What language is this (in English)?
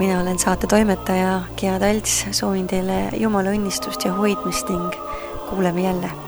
Estonian